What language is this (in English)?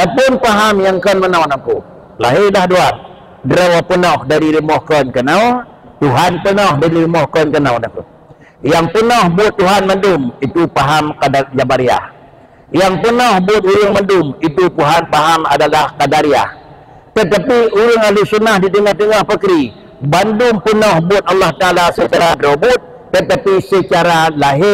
Achinese